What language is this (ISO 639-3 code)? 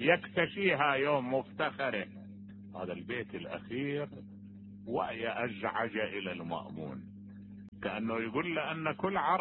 acm